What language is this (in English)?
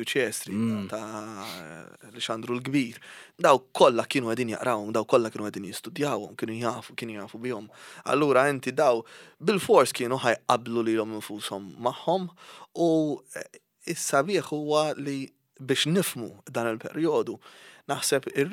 Maltese